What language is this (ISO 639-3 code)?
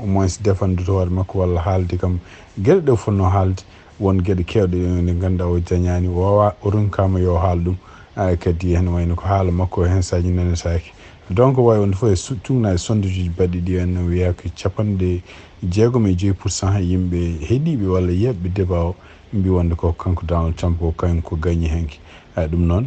ful